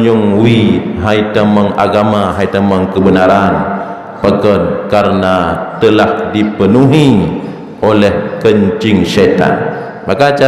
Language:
Achinese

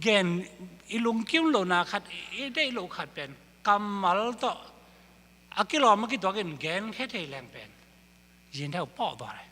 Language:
Tedim Chin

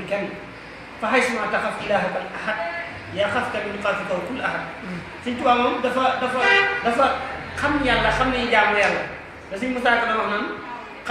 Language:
Wolof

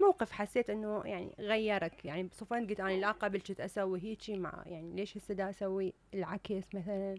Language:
Mesopotamian Arabic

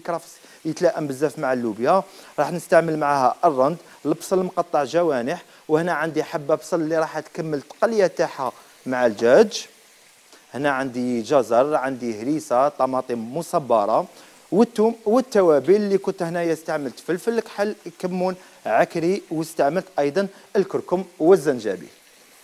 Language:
Algerian Arabic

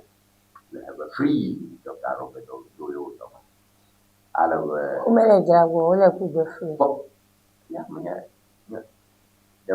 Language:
Ewe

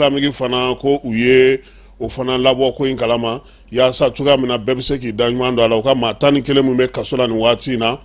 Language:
Bambara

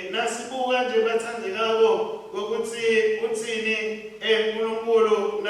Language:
Swati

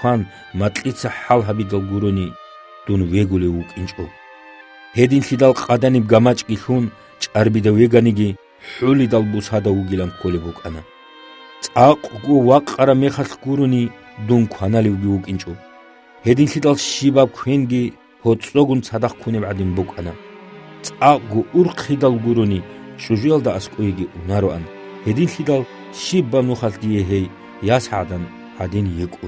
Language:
Avaric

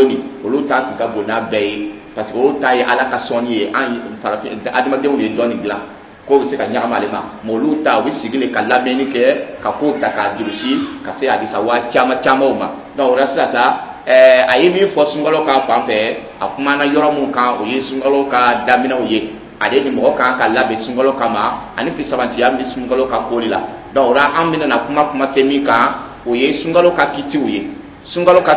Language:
Dyula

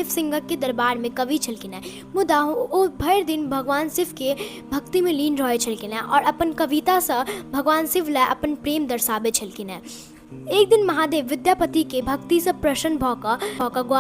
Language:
Maithili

